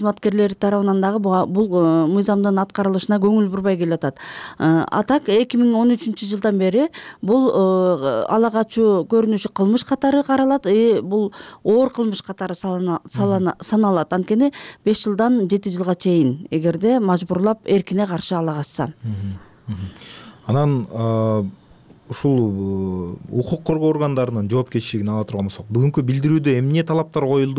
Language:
Kyrgyz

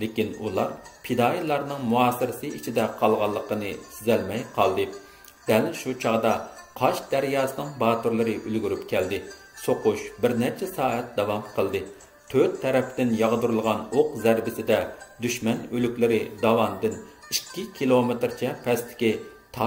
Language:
Uyghur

